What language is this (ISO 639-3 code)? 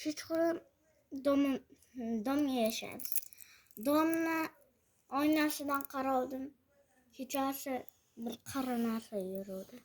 uzb